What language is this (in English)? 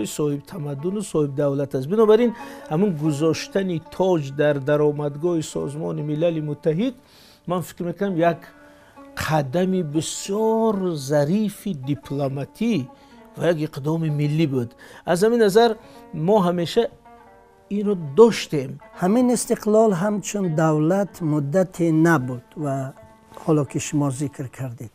Tajik